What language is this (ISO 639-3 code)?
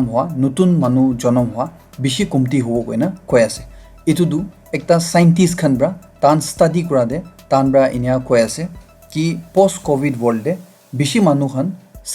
nag